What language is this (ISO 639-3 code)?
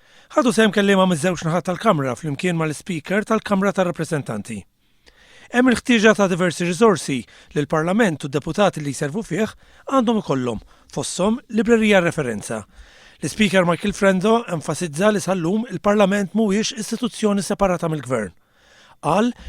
mlt